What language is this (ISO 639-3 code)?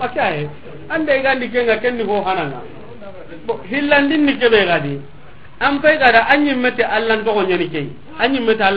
snk